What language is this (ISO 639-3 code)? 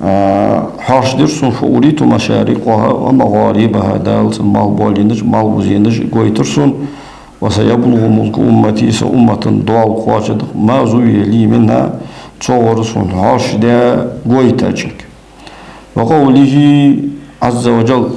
inh